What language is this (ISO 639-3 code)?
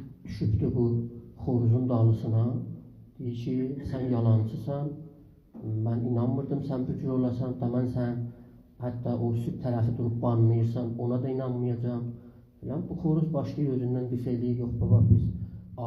azb